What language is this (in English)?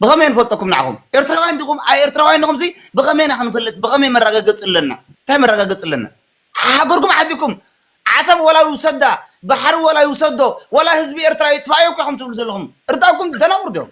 Tigrinya